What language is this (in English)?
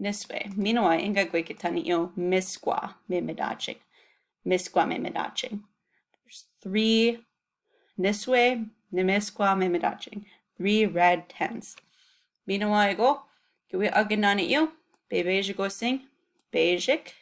Chippewa